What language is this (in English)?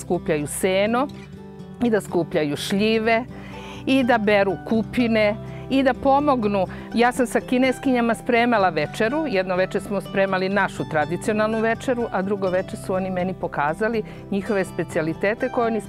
Serbian